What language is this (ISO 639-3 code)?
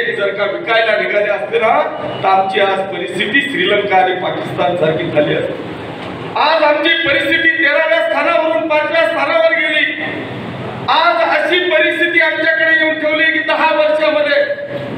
mar